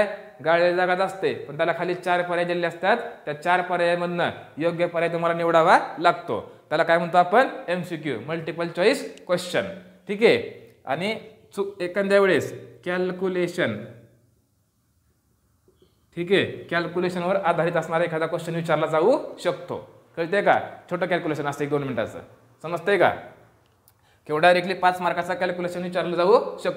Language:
Marathi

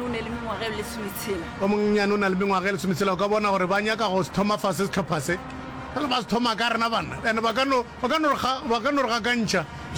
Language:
Northern Sotho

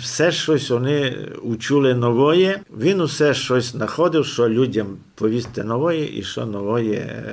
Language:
Rusyn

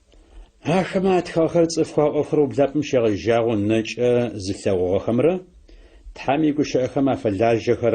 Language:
Adyghe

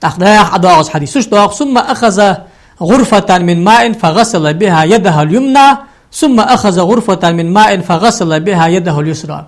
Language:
Ingush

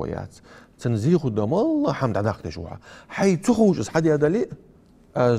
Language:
Ingush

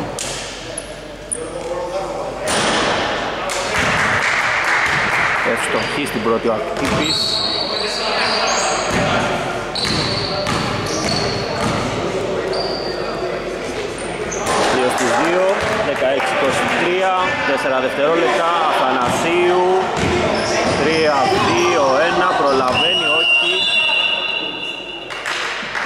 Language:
Greek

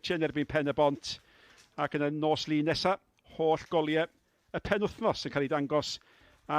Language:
Welsh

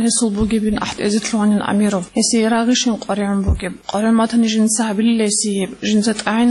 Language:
Avaric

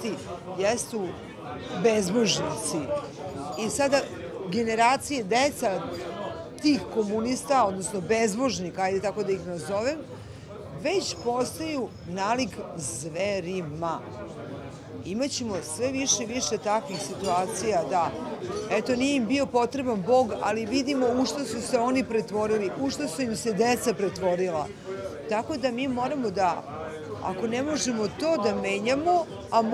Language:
Serbian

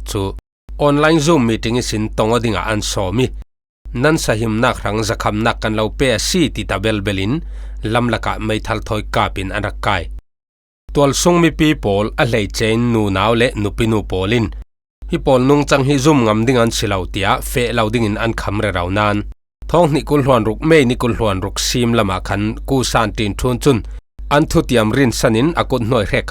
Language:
Falam Chin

